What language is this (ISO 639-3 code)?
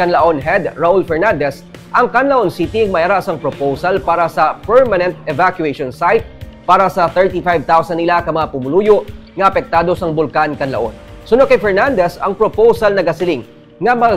hil